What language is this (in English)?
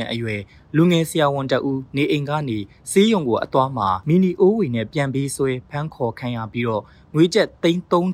Burmese